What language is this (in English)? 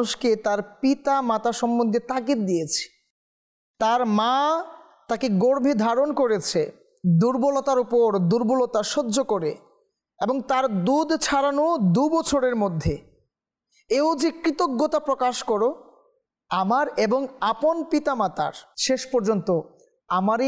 Bangla